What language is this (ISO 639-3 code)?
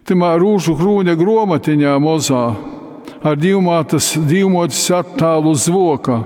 ltg